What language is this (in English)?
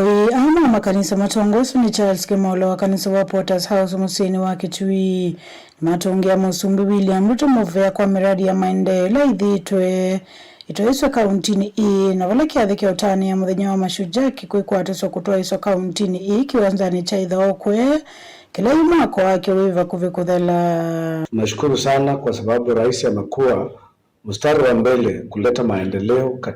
Kamba